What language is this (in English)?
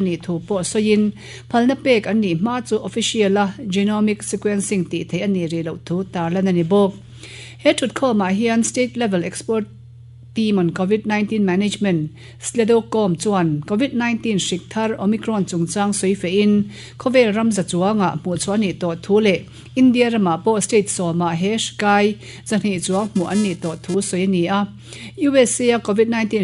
Mizo